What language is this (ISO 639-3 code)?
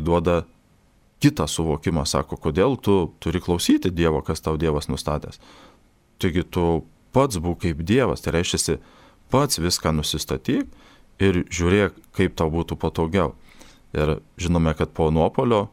lit